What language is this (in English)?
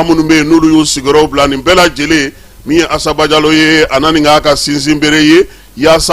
Bambara